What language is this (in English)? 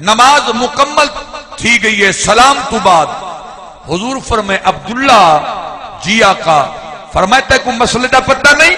Saraiki